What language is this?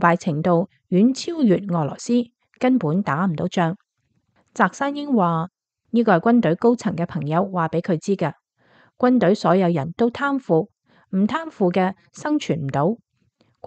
Cantonese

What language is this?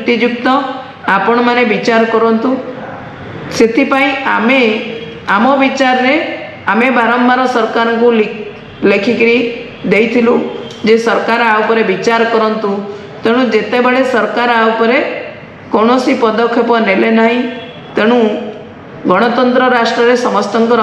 Odia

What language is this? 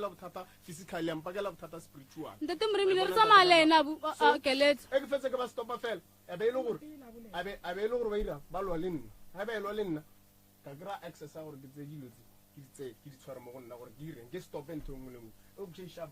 Northern Sotho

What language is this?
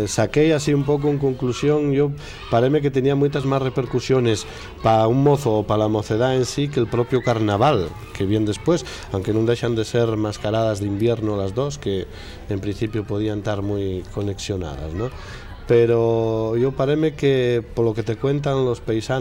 Asturian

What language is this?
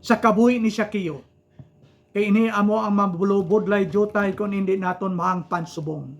Hiligaynon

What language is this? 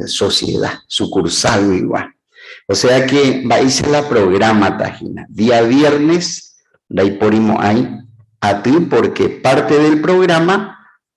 Guarani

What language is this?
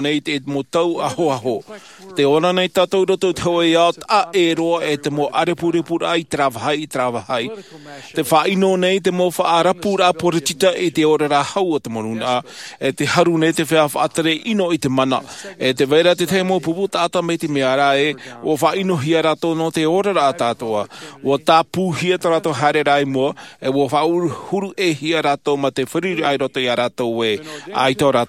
Tahitian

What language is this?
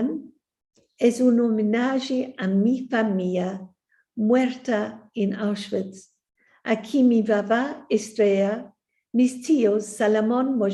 Ladino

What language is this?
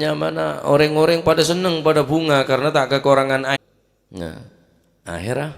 Madurese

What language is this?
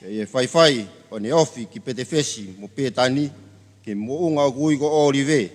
Tongan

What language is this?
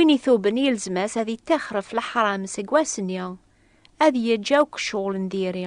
Kabyle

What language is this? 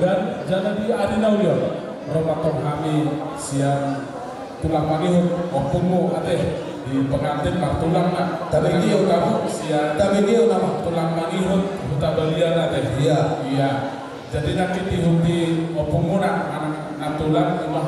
Batak Toba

